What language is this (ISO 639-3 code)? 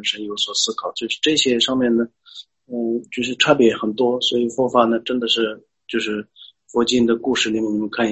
zho